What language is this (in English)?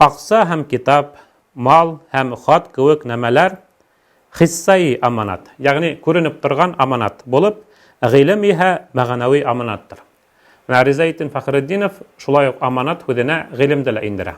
Bashkir